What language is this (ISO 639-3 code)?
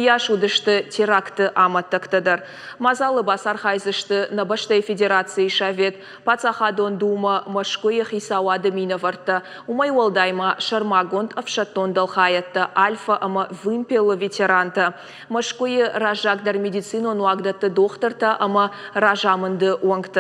oss